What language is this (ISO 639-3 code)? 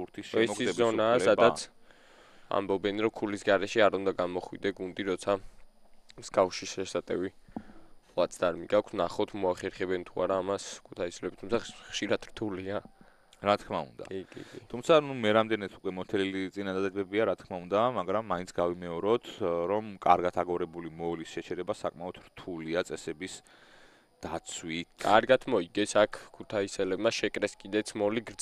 kat